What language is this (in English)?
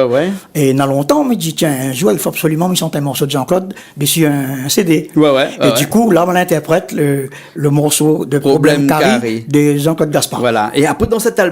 Réunion Creole French